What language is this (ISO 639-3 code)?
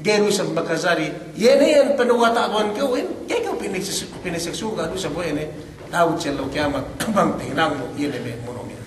yka